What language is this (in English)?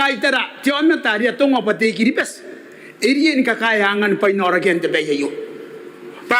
Gilbertese